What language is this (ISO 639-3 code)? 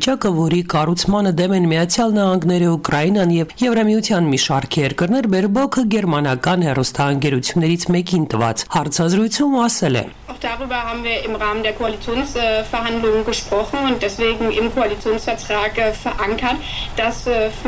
hye